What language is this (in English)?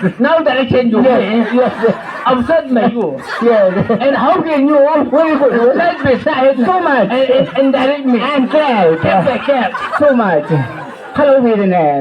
Chang Naga